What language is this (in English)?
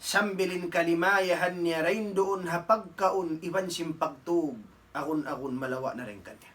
Tausug